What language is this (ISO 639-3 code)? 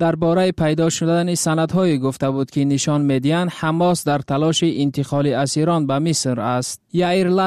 fas